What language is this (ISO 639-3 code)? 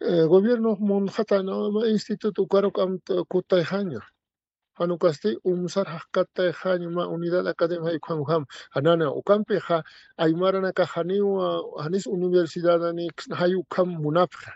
aym